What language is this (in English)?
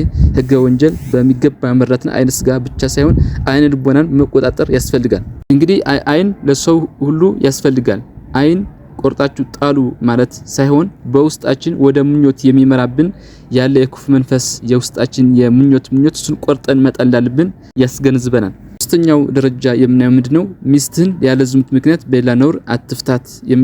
Amharic